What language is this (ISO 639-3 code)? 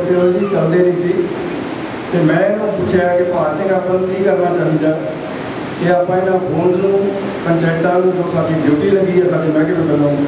pan